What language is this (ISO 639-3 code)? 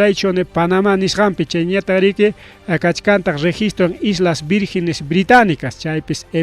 quy